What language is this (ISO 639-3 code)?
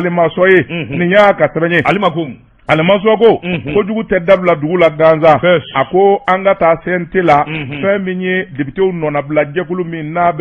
bam